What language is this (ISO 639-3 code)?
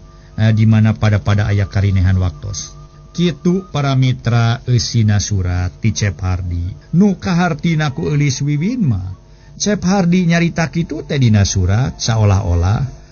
sun